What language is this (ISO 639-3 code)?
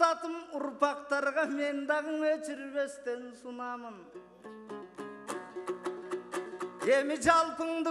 kir